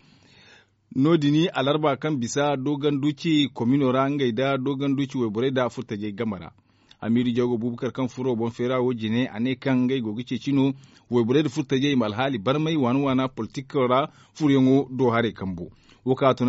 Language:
Zarma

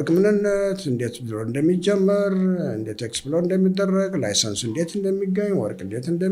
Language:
Amharic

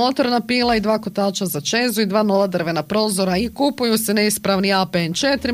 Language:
Croatian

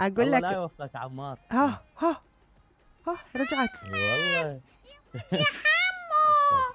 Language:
Mesopotamian Arabic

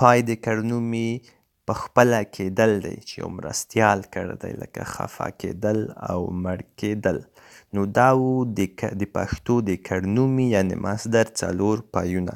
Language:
Pashto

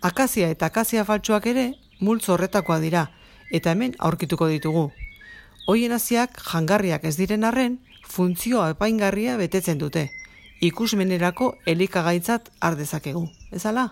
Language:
Basque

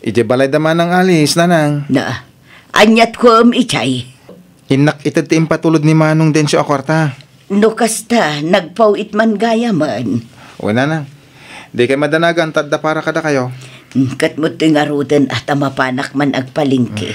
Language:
Iloko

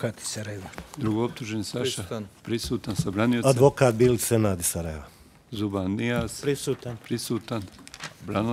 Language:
Bosnian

